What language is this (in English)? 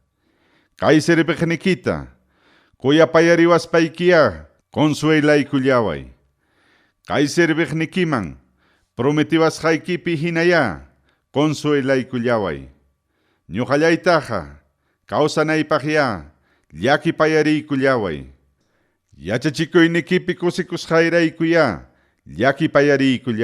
Ayacucho Quechua